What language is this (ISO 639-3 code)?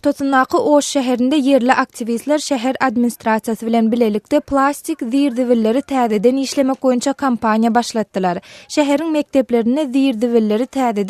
tuk